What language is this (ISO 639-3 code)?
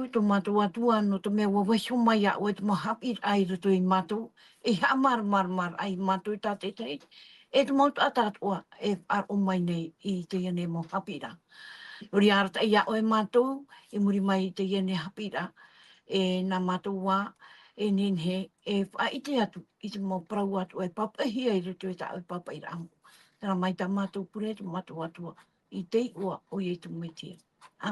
tah